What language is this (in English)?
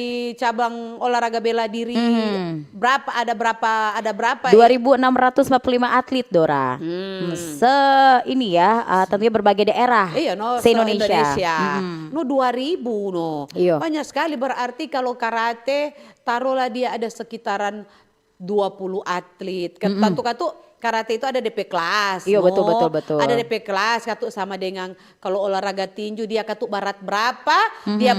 Manado Malay